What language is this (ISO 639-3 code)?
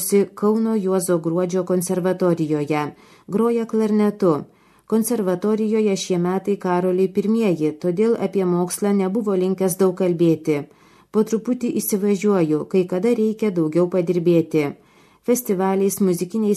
lit